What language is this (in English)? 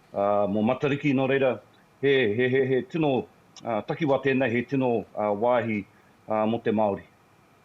Māori